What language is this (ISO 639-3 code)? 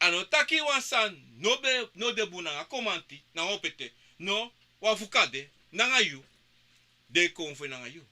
srn